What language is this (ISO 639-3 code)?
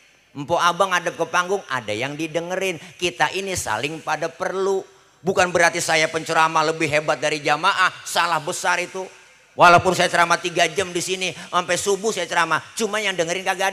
bew